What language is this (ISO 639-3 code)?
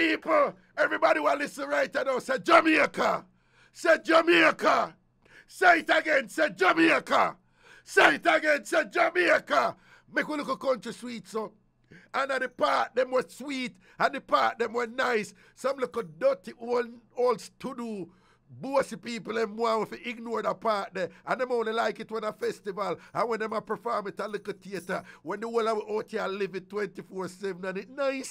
jam